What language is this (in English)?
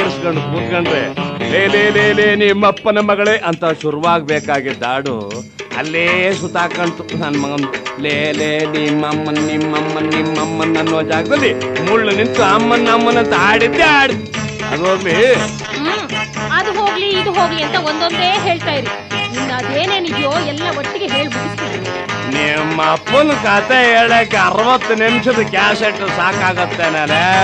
Kannada